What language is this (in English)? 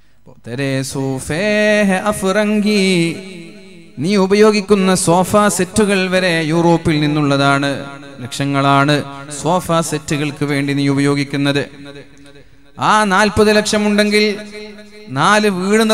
Malayalam